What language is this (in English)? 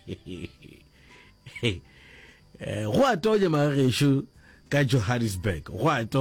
Northern Sotho